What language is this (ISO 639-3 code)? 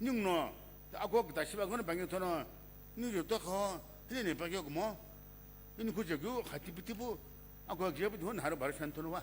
nsm